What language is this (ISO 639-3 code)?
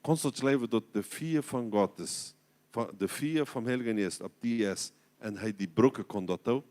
pdt